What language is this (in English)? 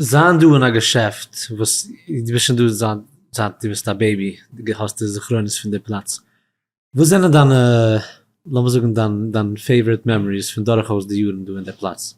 Yiddish